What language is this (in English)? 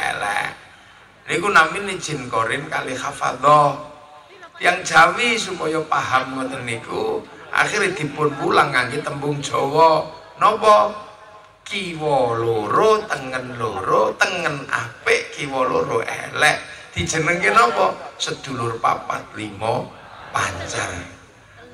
Javanese